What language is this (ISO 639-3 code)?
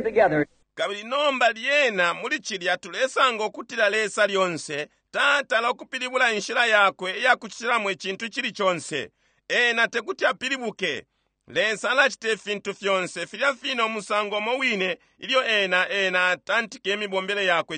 bem